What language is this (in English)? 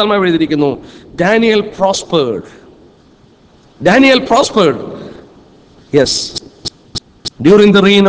Malayalam